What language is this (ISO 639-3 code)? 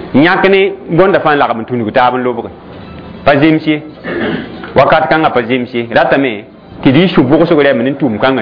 mos